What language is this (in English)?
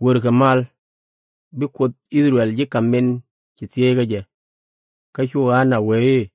Nuer